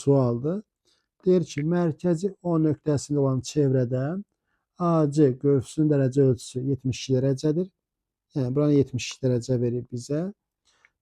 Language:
Azerbaijani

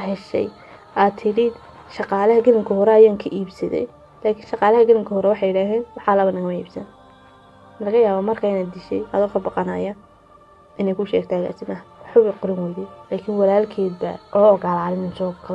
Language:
Somali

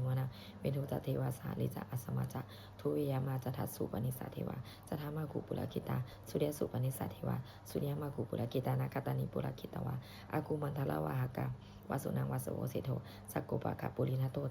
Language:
Pali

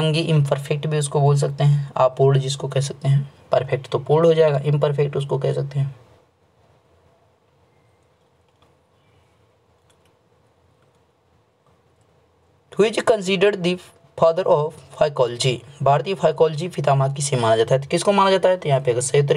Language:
Hindi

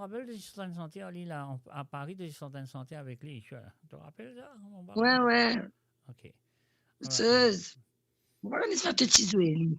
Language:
Morisyen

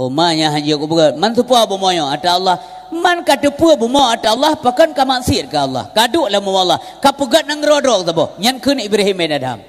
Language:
Achinese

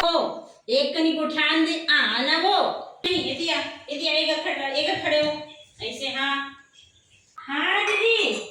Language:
Chhattisgarhi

